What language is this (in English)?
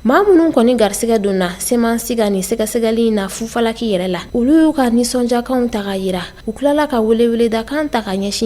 Bambara